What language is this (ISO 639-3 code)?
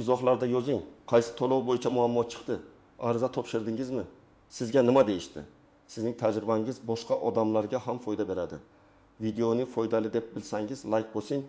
uzb